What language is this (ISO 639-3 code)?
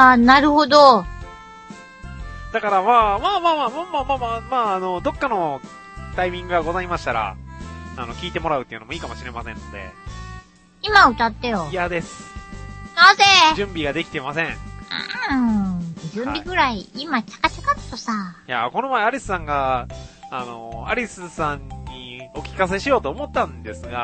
jpn